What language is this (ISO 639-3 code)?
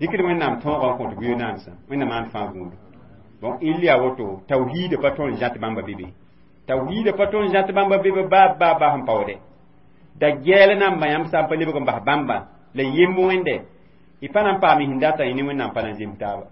mos